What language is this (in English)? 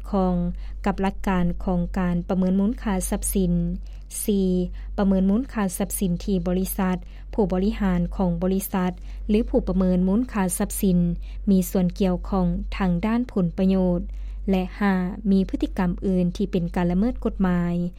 Lao